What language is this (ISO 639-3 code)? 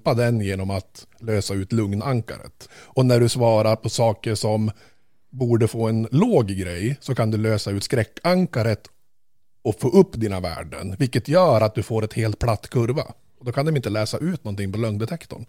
swe